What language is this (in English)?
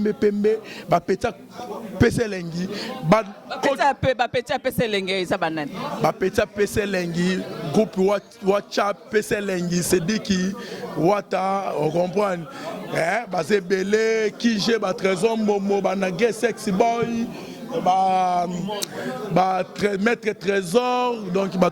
Lingala